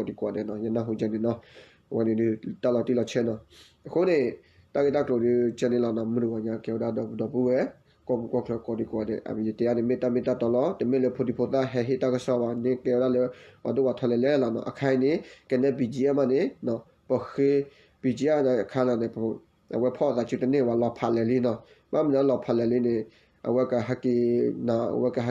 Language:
S'gaw Karen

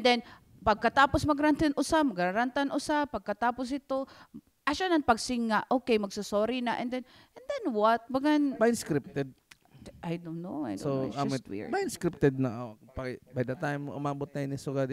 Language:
Waray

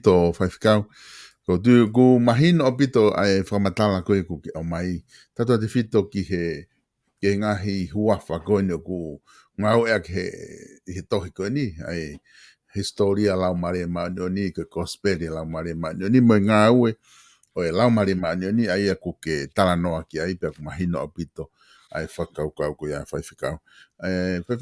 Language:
Tongan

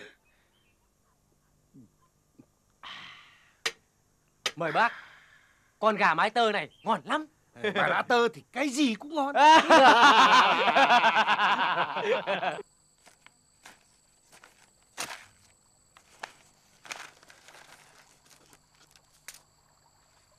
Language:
Vietnamese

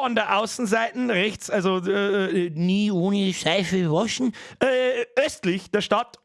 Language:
Bavarian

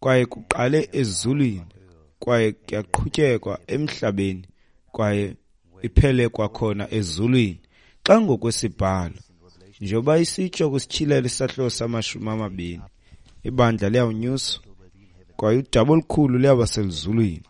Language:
Xhosa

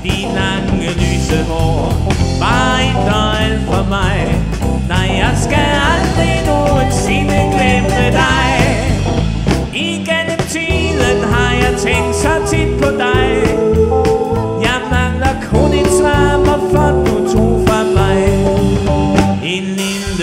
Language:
Danish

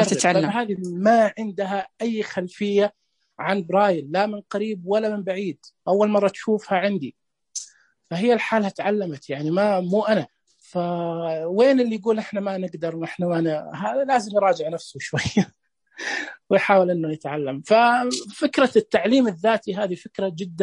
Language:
Najdi Arabic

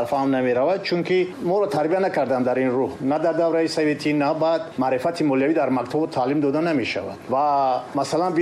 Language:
Tajik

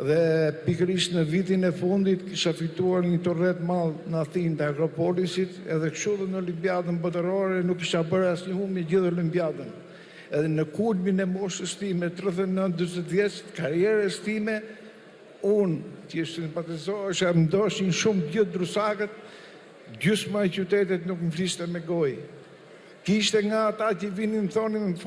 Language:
Albanian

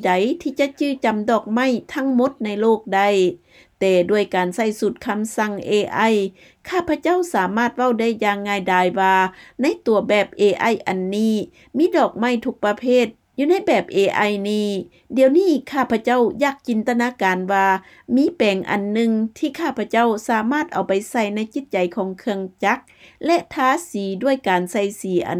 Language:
Lao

